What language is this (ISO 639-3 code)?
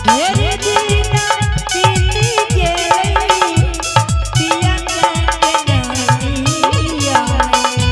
anp